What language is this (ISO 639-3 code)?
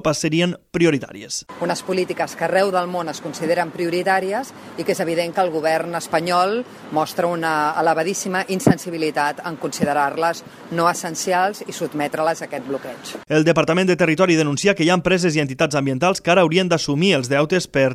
cat